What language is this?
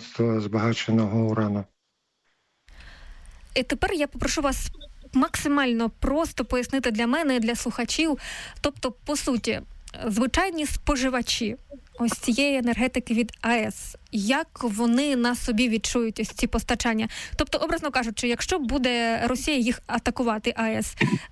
Ukrainian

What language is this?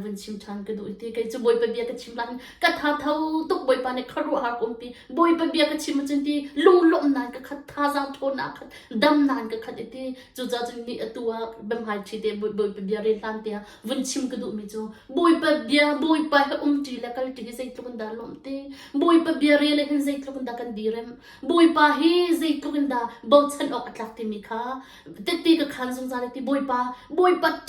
Hakha Chin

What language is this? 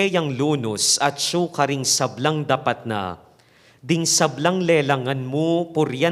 Pampanga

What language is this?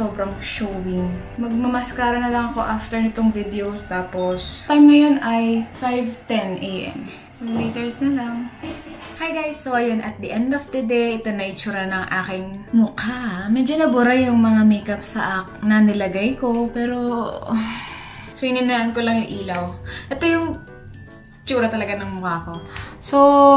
Filipino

